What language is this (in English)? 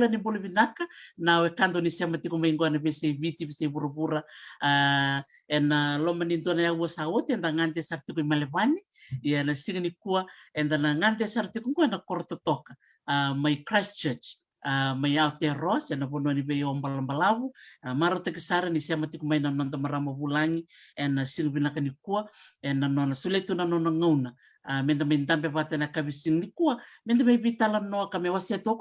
Fijian